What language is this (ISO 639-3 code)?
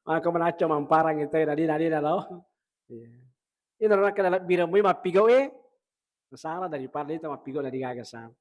bug